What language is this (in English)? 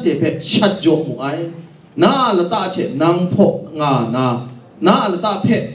Kachin